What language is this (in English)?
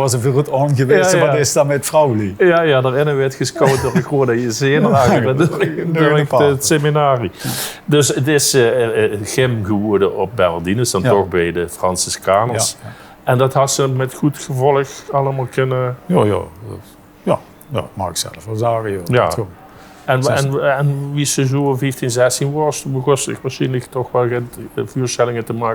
Limburgish